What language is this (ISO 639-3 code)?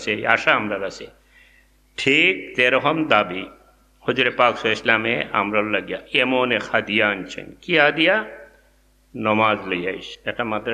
syl